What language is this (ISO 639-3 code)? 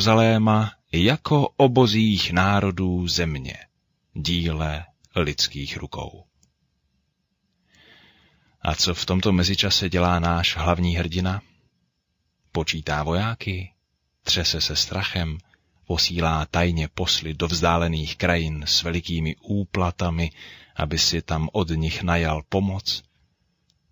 ces